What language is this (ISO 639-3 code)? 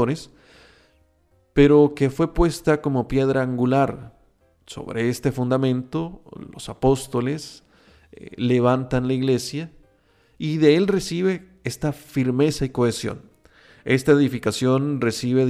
spa